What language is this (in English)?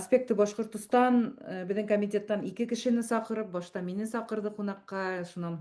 Bashkir